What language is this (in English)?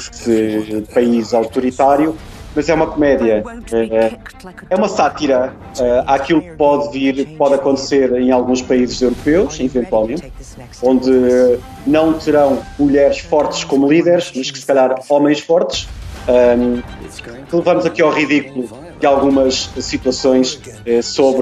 Portuguese